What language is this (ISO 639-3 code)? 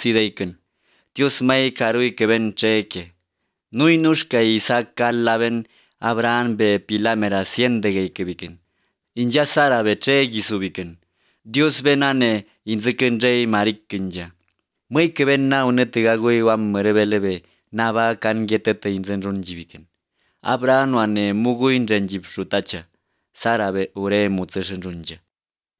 sqi